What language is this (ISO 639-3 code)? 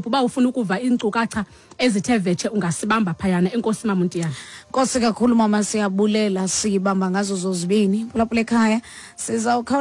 xho